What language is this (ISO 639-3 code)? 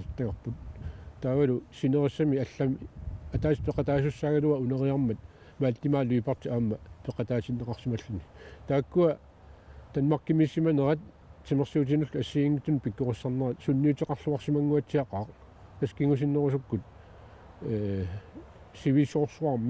kal